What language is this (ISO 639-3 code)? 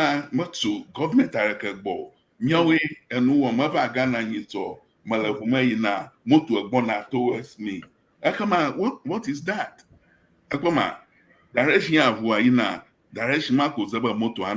ewe